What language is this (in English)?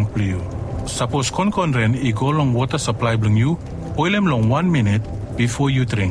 Bislama